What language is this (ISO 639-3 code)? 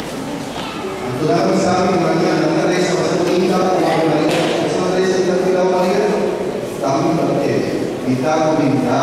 pap